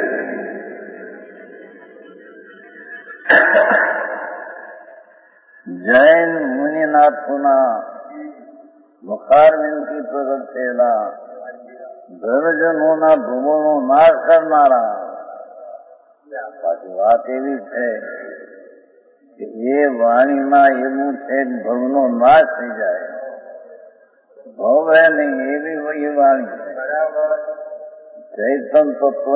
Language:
Gujarati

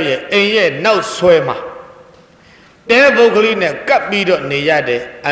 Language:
Burmese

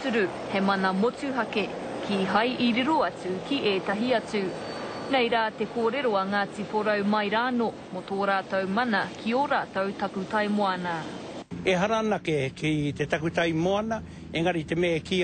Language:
Māori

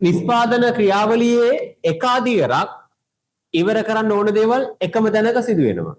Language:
Sinhala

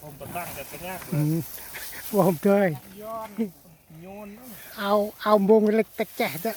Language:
Central Mnong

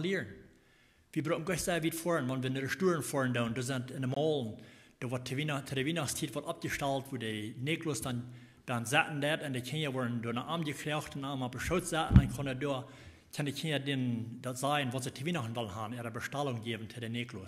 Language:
Plautdietsch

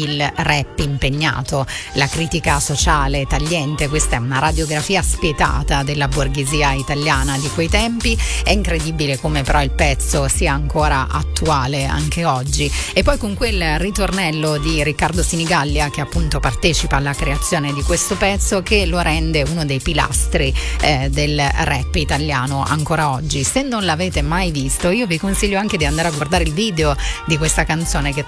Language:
Italian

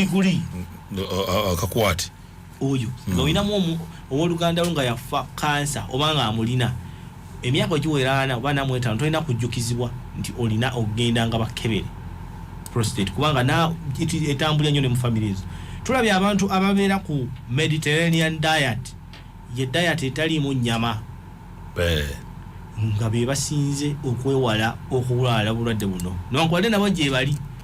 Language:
Ganda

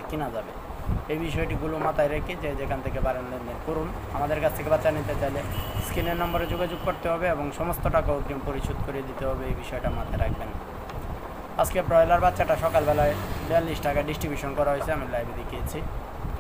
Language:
Bangla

